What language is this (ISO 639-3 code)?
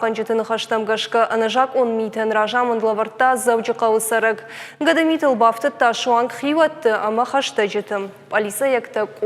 oss